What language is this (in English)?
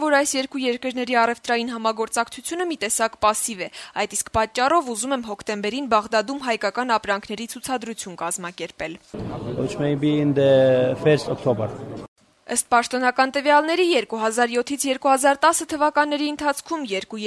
Armenian